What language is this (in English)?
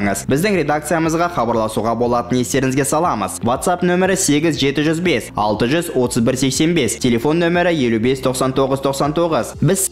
Kazakh